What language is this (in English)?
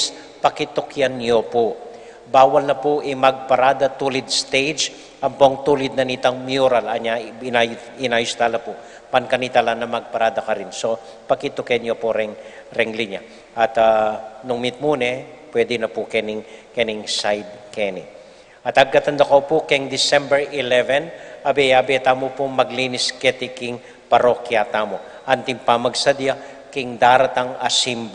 Pampanga